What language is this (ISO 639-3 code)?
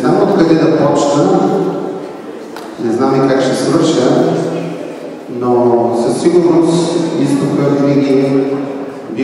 bul